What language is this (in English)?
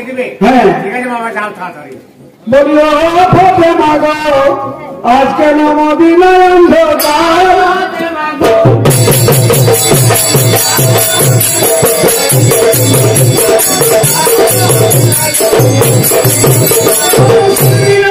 Bangla